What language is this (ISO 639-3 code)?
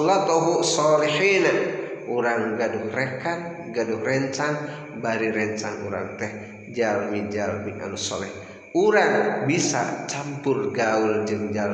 sun